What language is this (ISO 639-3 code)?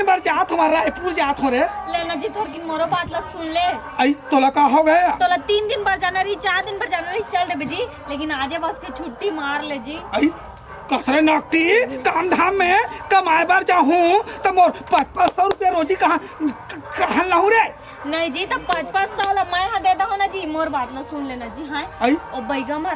hne